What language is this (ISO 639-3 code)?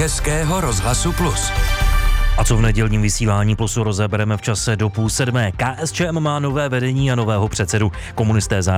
ces